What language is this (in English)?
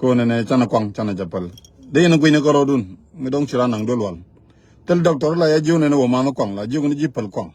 Nuer